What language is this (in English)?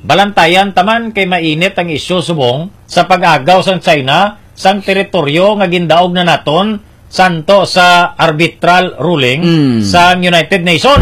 Hiligaynon